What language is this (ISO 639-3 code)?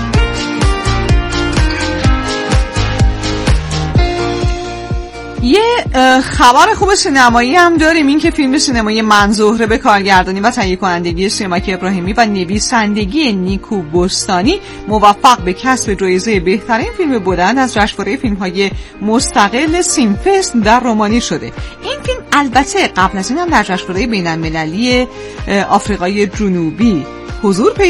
fas